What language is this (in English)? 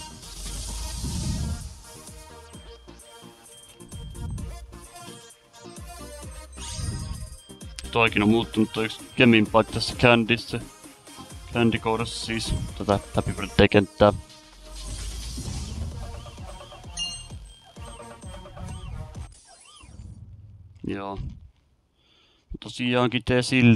Finnish